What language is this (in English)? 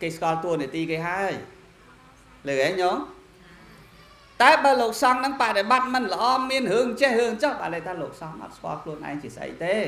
Khmer